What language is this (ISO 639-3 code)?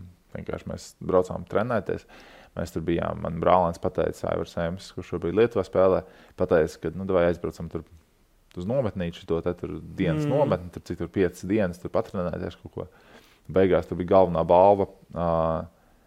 lav